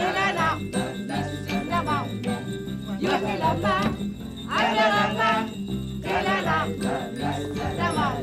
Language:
Kalaallisut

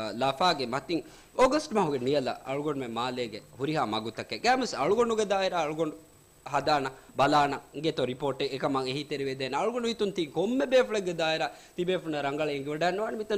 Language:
Divehi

